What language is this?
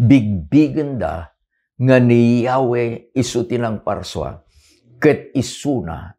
Iloko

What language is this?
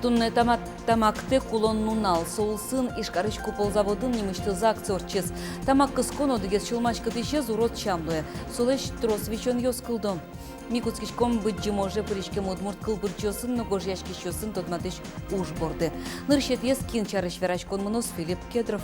Udmurt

